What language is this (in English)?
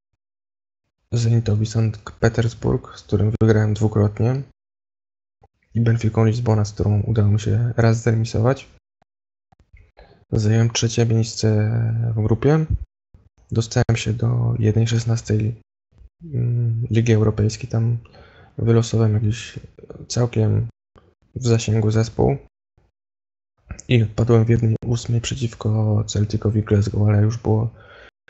Polish